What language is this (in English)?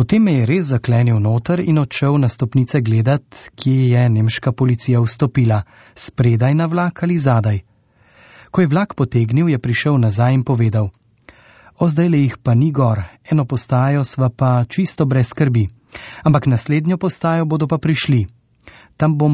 Slovenian